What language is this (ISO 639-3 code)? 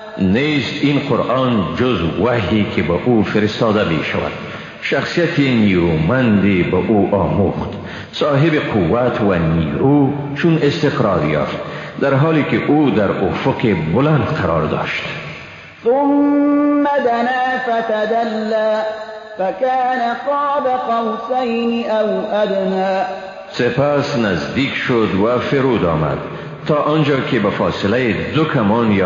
fas